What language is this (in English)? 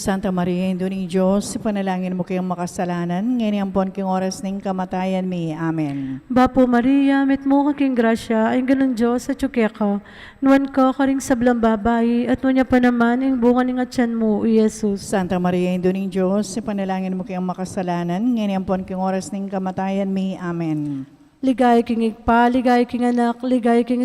Pampanga